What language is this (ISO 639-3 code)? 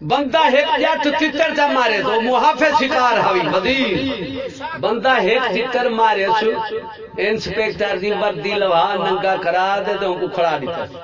skr